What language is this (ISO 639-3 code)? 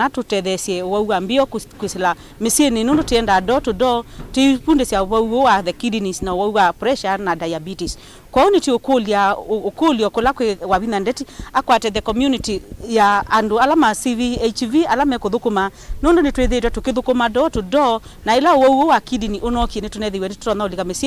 kam